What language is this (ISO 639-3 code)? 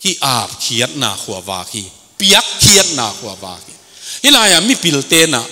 ctd